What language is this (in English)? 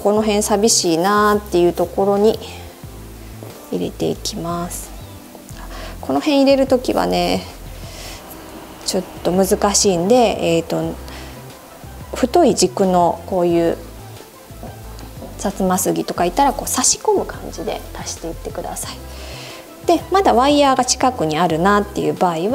Japanese